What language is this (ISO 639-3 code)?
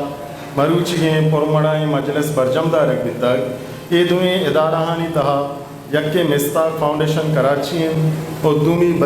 bgp